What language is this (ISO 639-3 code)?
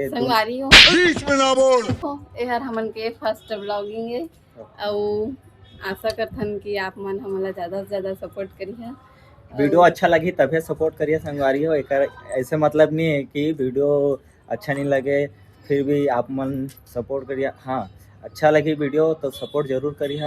hne